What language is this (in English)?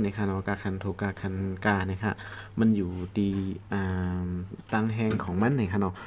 Shan